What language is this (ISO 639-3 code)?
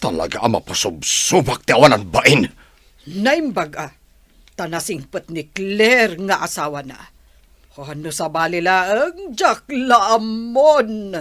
ilo